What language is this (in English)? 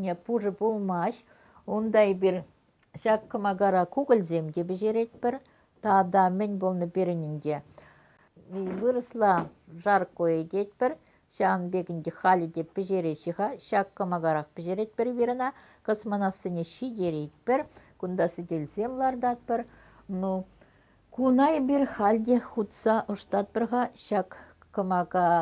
Chuvash